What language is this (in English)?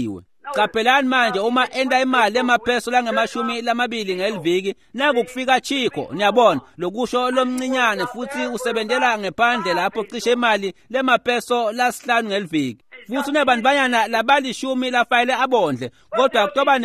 Swati